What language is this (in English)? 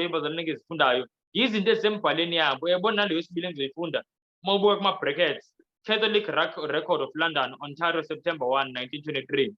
Zulu